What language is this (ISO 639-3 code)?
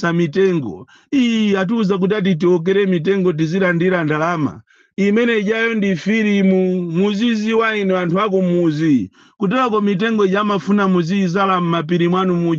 nya